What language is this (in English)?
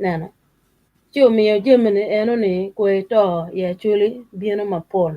Acoli